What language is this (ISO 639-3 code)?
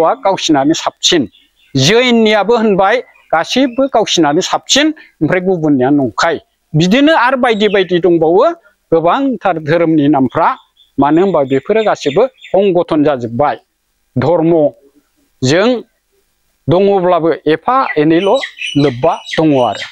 brx